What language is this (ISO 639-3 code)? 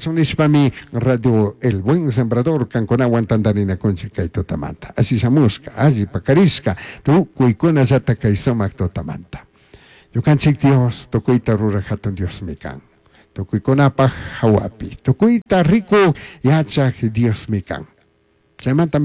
qug